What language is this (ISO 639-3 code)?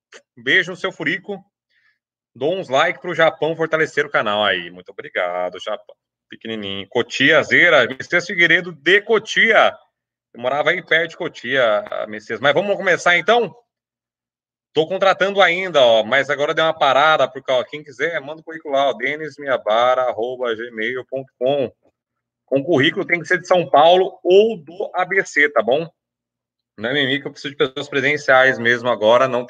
por